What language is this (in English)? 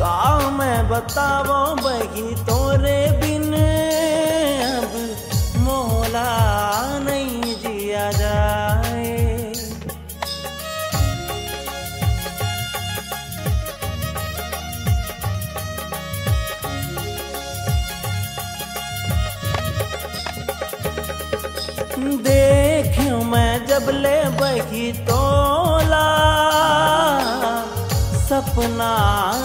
Chhattisgarhi